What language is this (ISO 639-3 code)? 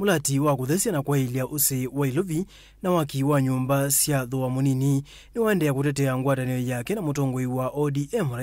kam